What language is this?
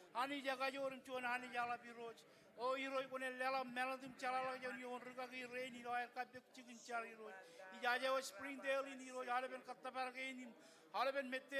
Marshallese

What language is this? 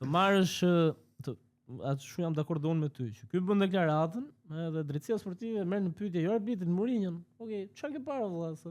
Albanian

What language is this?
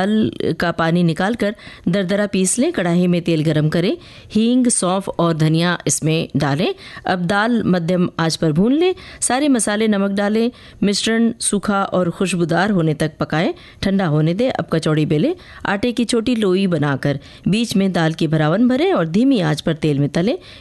Hindi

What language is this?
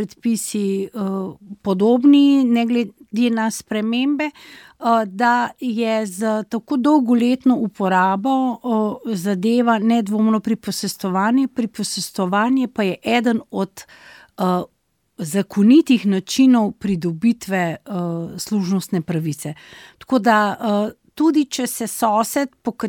Slovenian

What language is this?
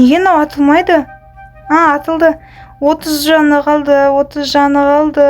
Kazakh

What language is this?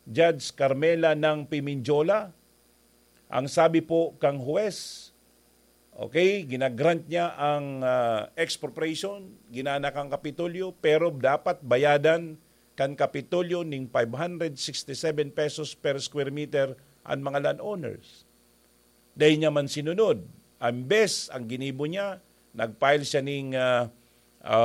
Bikol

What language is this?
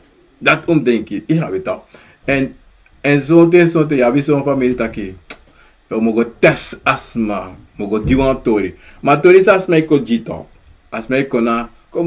Sranan Tongo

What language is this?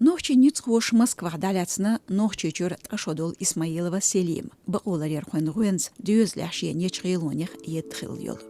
Chechen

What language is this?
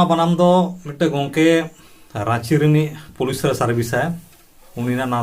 Santali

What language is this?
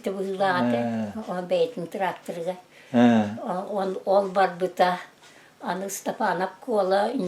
Yakut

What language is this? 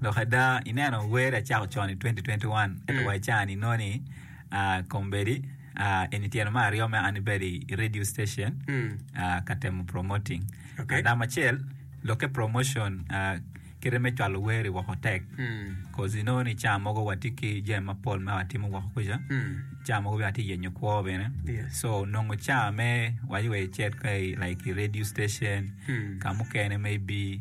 Acoli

